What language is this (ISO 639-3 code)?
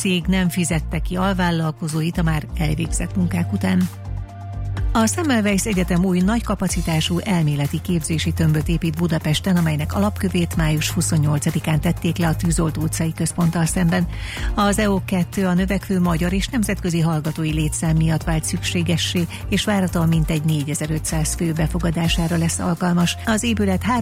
hun